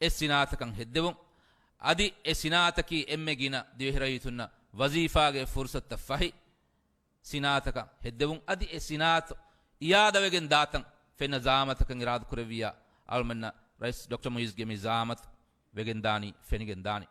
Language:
Divehi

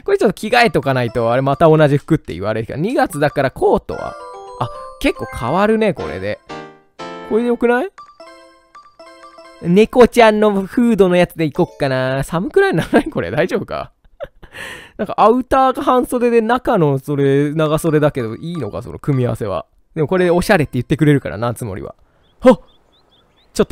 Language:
Japanese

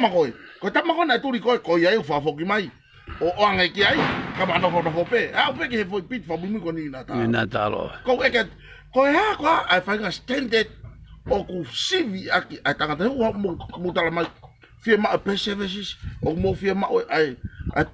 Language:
Tongan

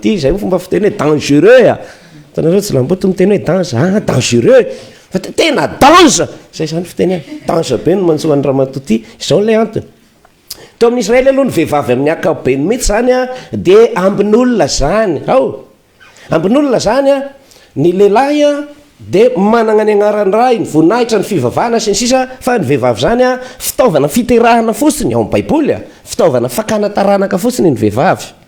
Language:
Malagasy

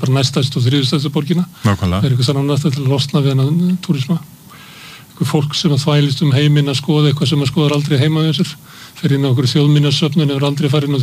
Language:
Icelandic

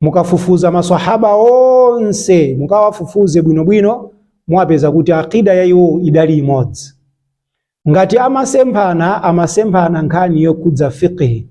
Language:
Nyanja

